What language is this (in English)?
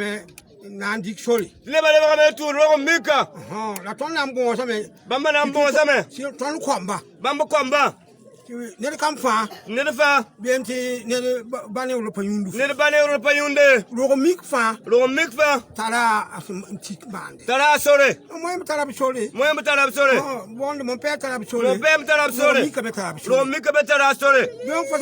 Mossi